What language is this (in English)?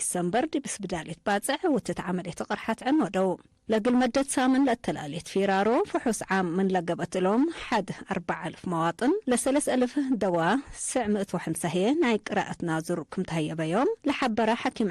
Tigre